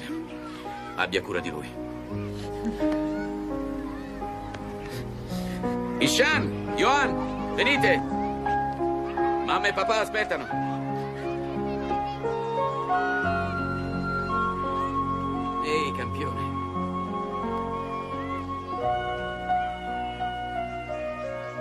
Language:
Italian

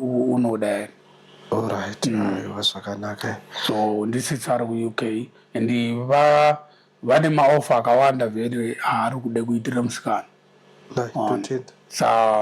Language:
Shona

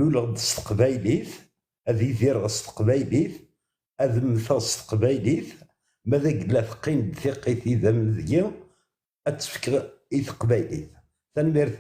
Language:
Kabyle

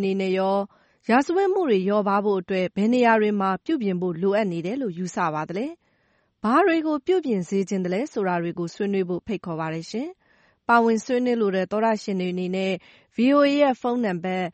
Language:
Burmese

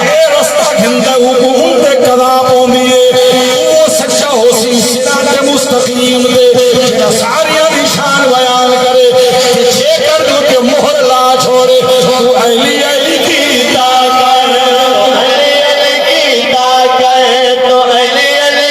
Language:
Saraiki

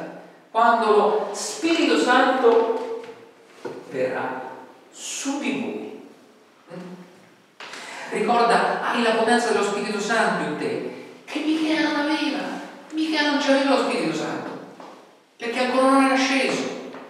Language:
Italian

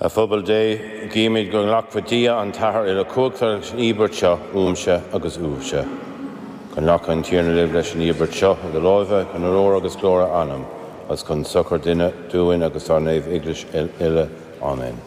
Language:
Irish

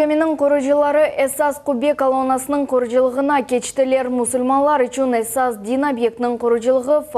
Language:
Crimean Tatar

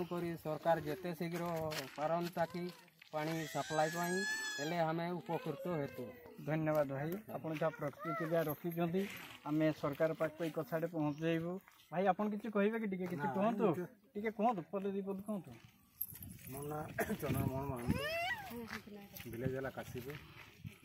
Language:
Odia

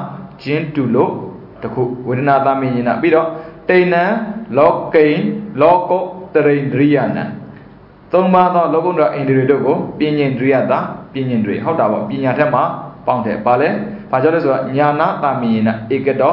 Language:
Burmese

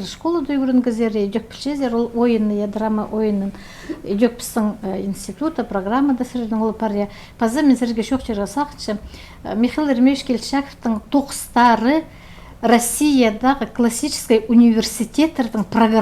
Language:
Khakas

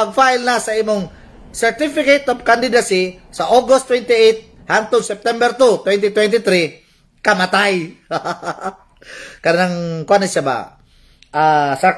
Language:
Cebuano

